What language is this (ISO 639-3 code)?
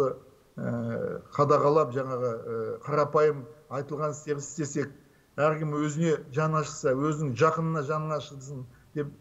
kaz